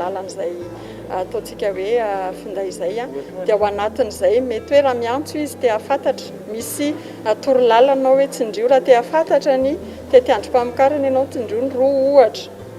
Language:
Malagasy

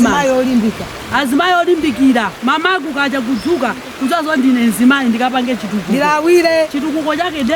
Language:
Nyanja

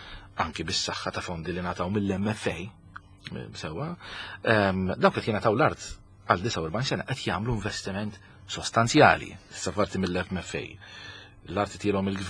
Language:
Maltese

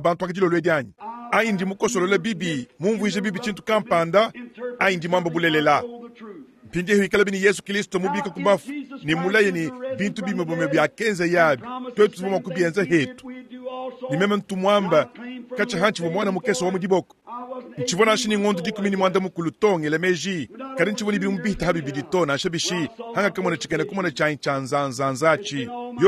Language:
Luba-Lulua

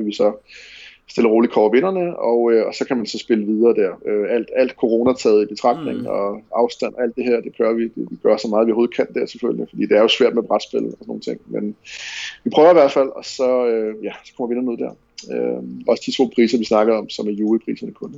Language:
Danish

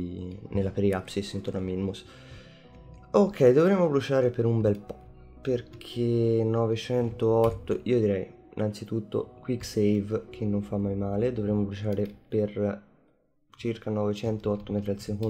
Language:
Italian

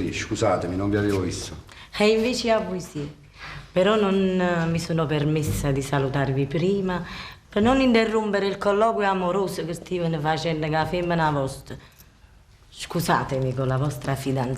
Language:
Neapolitan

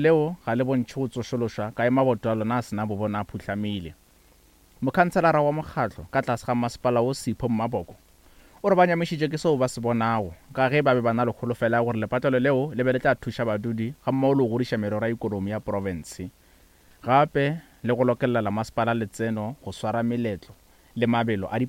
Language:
Northern Sotho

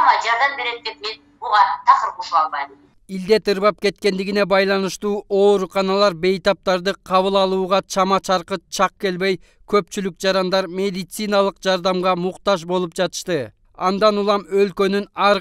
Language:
Kyrgyz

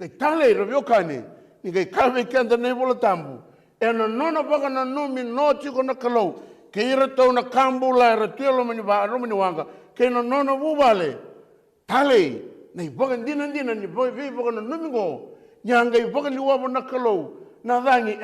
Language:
Fijian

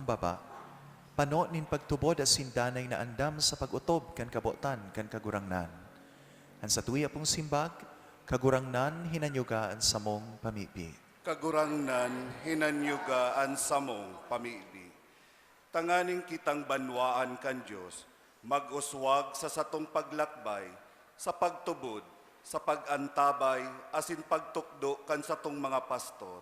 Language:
Bikol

